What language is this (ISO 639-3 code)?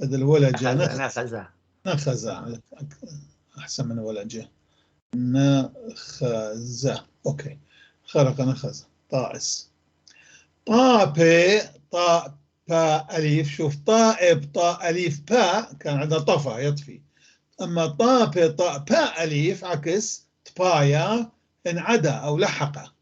apc